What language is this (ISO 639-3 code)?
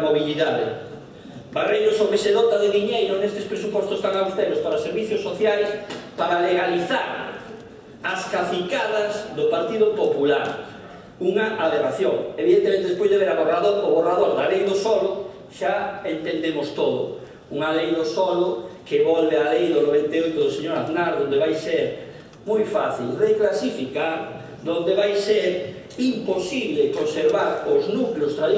glg